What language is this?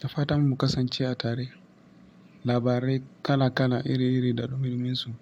Hausa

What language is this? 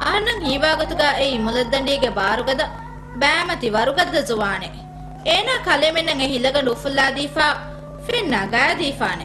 Divehi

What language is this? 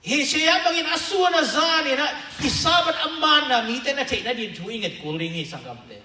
Tedim Chin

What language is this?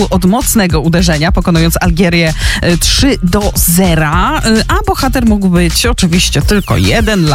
Polish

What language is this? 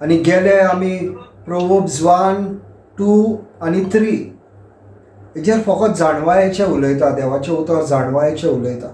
Konkani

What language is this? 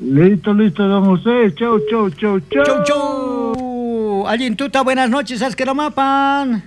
South Bolivian Quechua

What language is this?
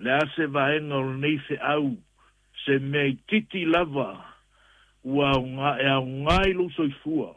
Samoan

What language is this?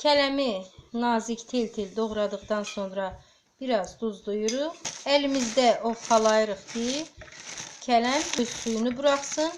Azerbaijani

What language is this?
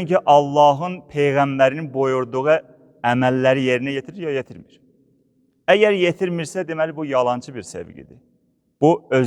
Azerbaijani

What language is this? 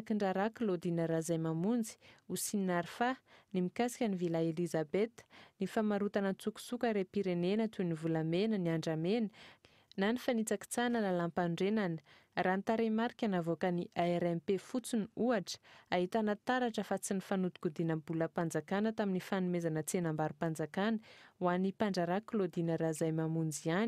Malagasy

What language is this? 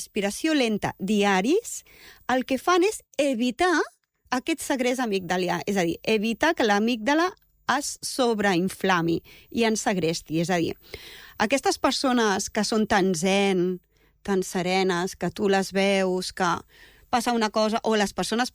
Catalan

